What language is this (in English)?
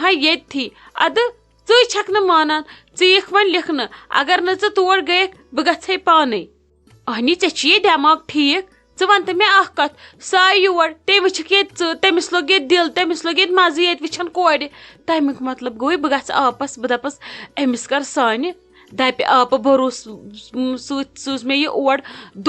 Kashmiri